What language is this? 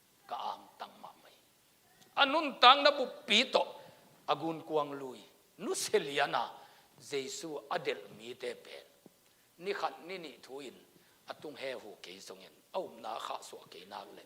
Tedim Chin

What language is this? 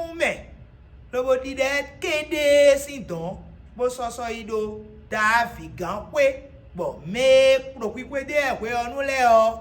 Fon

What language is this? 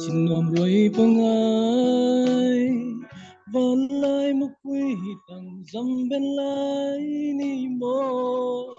Falam Chin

